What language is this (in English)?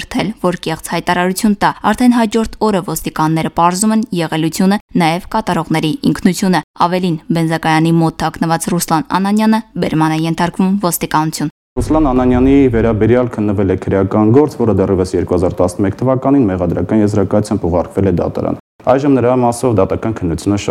Armenian